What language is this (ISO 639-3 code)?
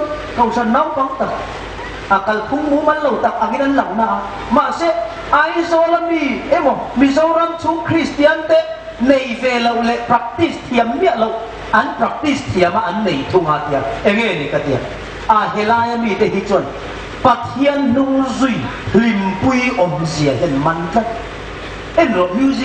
hmr